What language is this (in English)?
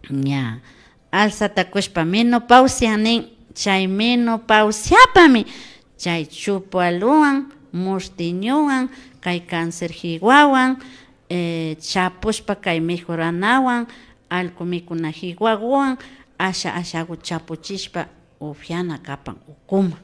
Imbabura Highland Quichua